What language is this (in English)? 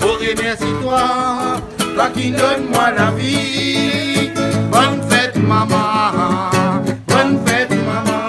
Réunion Creole French